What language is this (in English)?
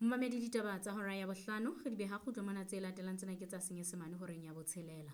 Southern Sotho